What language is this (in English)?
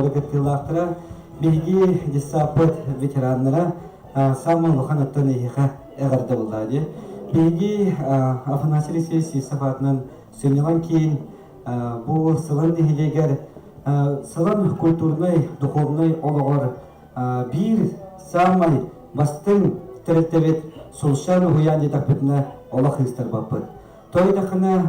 Yakut